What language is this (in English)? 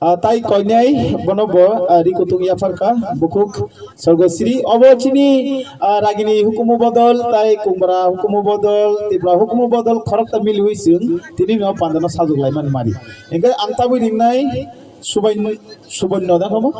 Kok Borok